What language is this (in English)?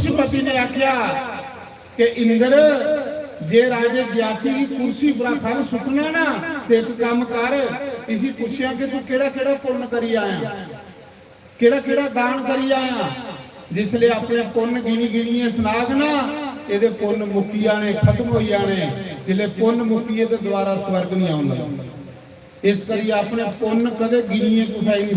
Dogri